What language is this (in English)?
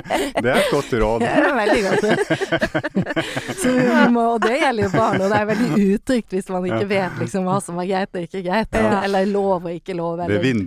Norwegian